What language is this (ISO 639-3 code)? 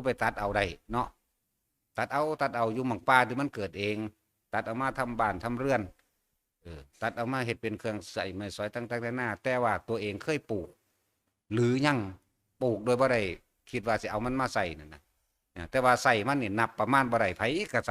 tts